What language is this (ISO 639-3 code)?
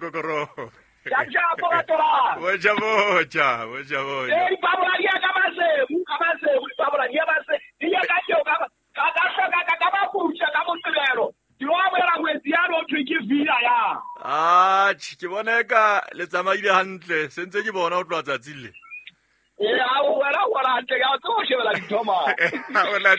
sot